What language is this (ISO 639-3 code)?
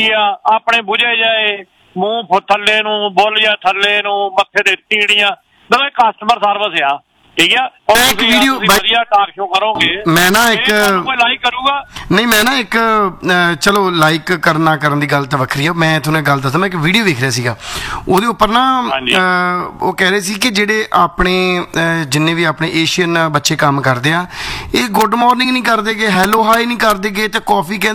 pan